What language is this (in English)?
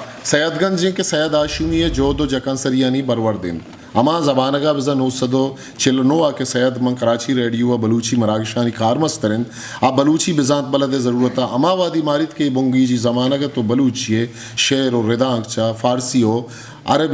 Eastern Balochi